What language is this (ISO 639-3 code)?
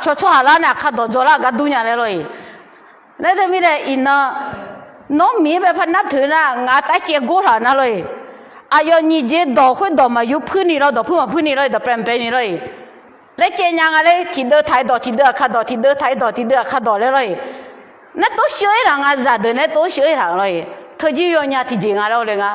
ahk